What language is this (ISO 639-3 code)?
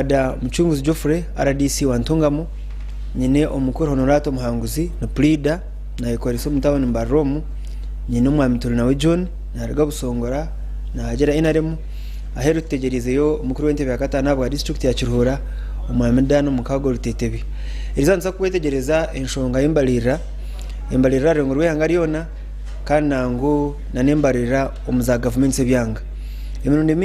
nyn